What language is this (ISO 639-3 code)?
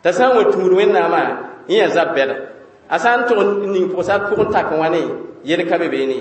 mos